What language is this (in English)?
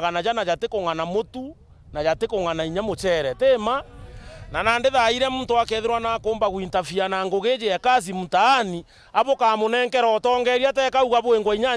Meru